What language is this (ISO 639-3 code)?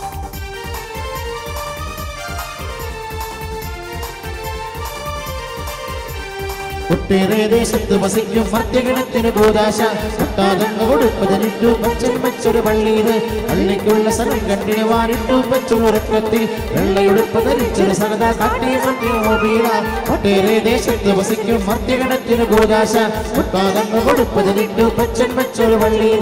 mal